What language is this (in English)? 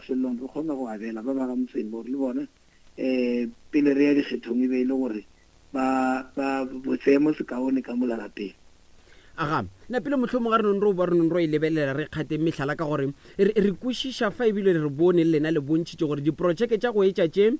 Northern Sotho